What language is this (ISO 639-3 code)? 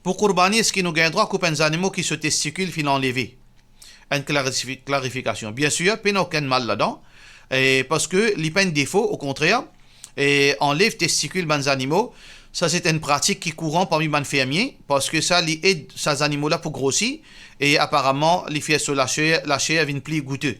mfe